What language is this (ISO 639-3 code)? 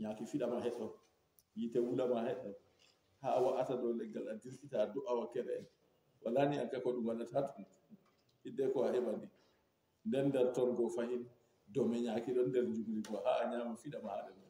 ful